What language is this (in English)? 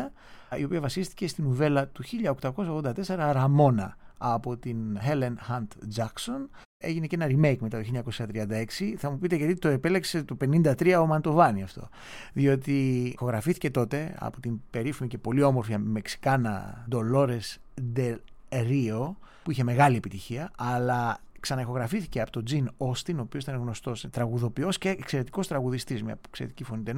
Greek